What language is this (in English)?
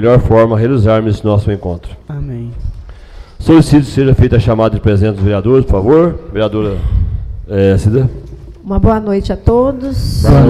Portuguese